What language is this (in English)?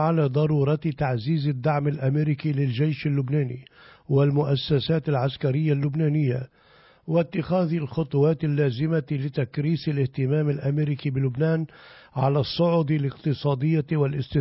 Arabic